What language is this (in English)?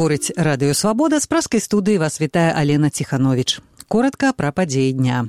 Belarusian